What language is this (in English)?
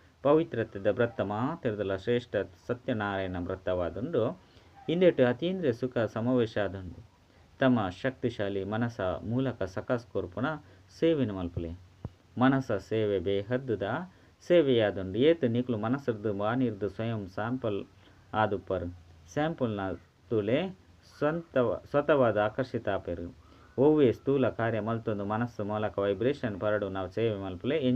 Tulu